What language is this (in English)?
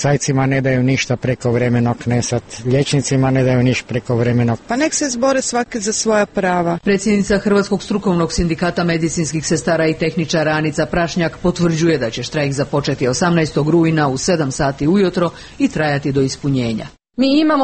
Croatian